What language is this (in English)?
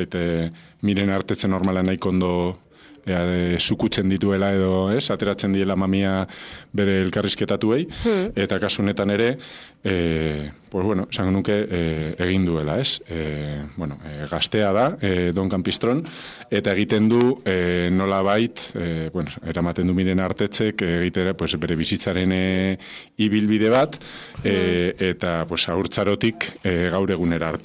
Basque